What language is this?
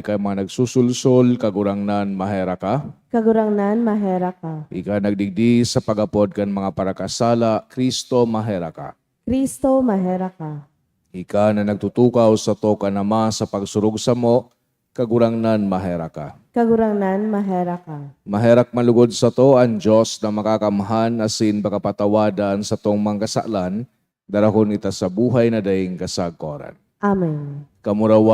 Bikol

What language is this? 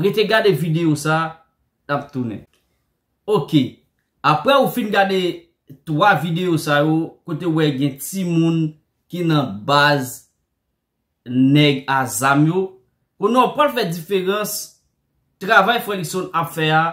Haitian Creole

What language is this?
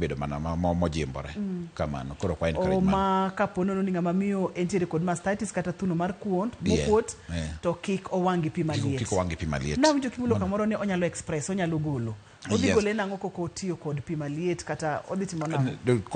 Luo (Kenya and Tanzania)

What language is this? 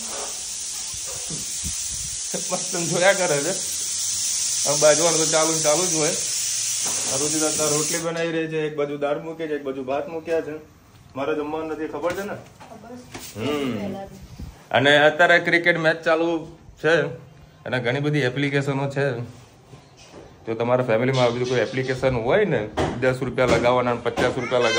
Gujarati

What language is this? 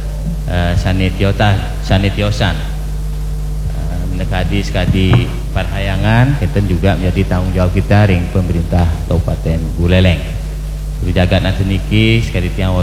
Balinese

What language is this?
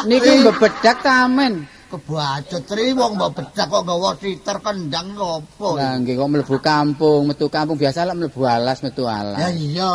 Javanese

